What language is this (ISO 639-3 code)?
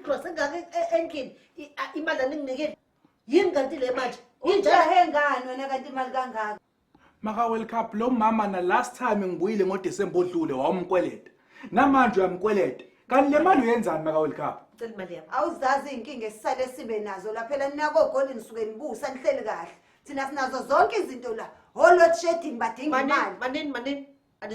zul